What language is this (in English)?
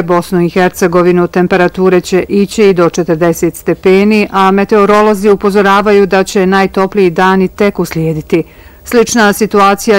Bosnian